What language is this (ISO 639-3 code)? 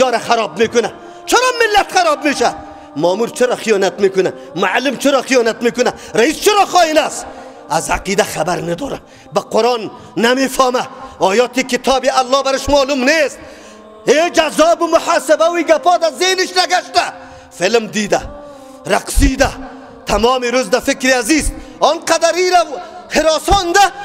fas